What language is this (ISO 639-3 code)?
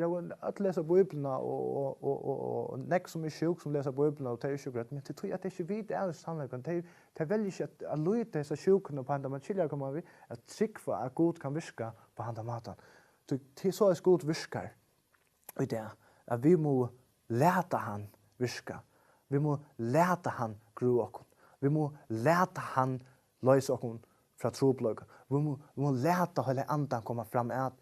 fao